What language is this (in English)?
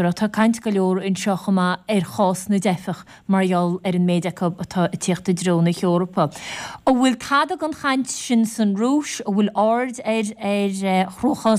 Irish